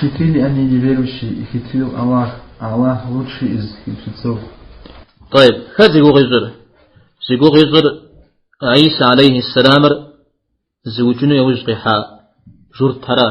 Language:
Kabardian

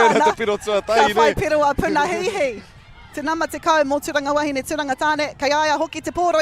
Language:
Māori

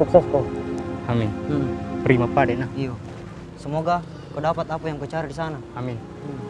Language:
Makassar Malay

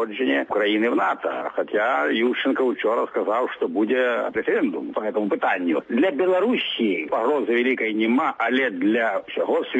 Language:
Belarusian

